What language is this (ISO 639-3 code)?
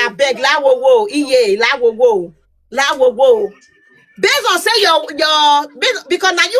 pcm